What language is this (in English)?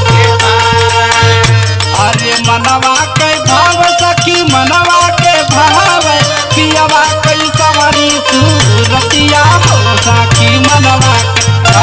Bhojpuri